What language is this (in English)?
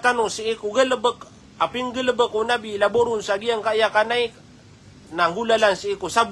Maranao